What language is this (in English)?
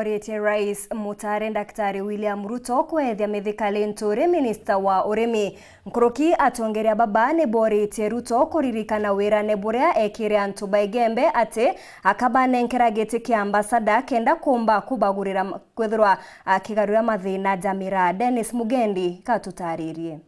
Meru